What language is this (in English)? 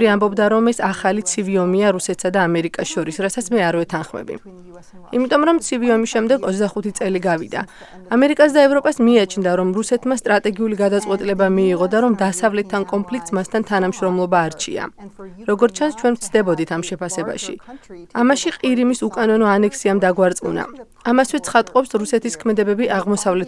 Georgian